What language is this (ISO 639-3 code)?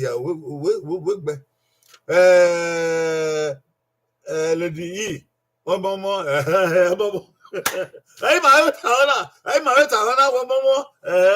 bin